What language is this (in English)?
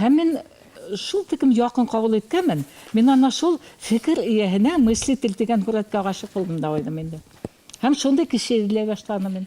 Bashkir